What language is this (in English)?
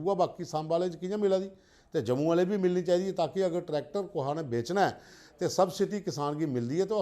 Dogri